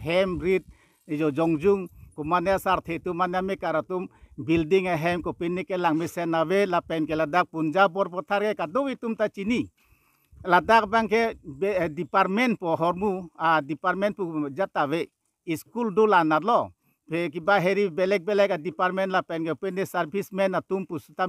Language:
Karbi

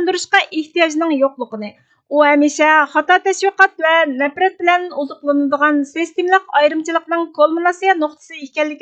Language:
Uyghur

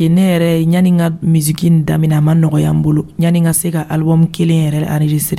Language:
Dyula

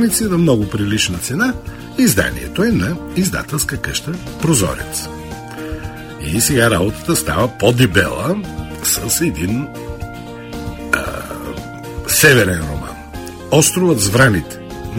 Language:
Bulgarian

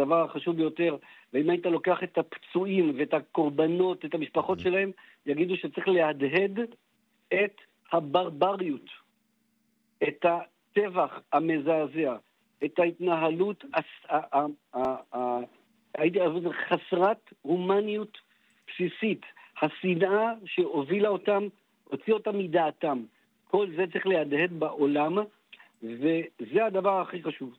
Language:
Hebrew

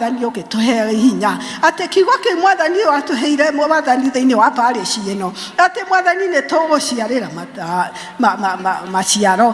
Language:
Kikuyu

